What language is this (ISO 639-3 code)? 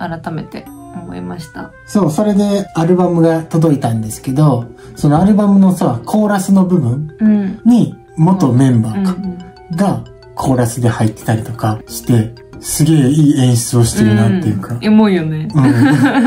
jpn